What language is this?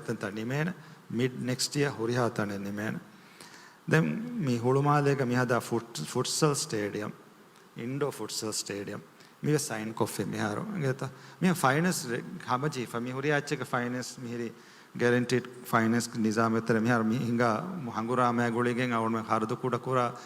Divehi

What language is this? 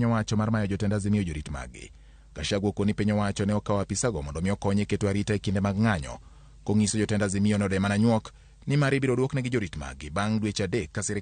Luo (Kenya and Tanzania)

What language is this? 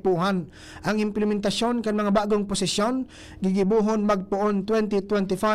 Bikol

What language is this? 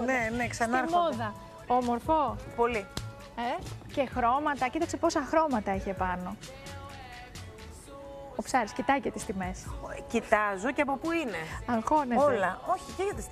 Greek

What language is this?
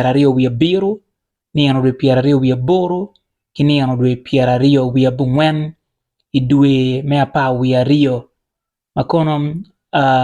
Acoli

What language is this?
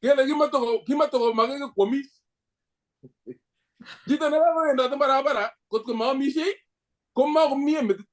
Kalenjin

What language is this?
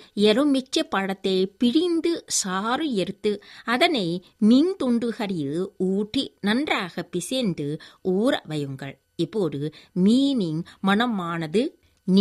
Tamil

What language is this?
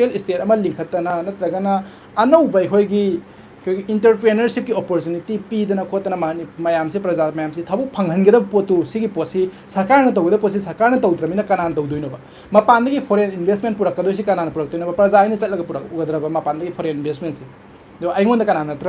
Manipuri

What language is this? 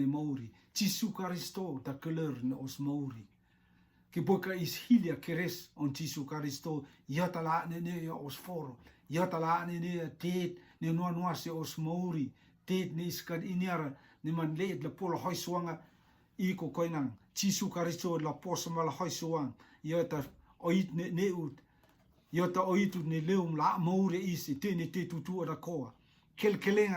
Rotuman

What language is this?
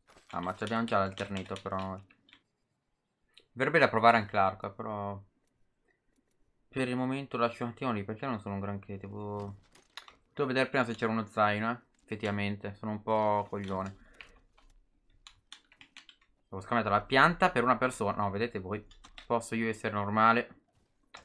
Italian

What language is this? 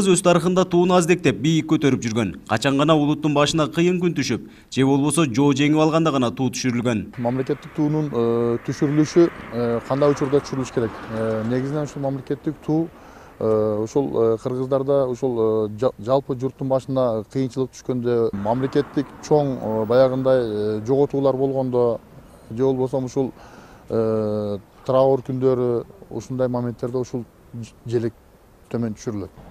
Kyrgyz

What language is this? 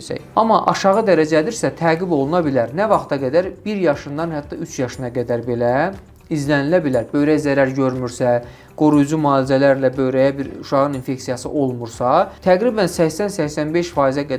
Azerbaijani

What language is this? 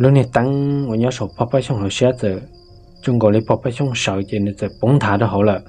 Hmong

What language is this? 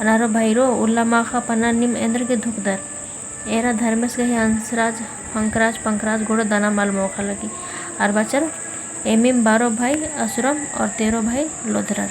Kurukh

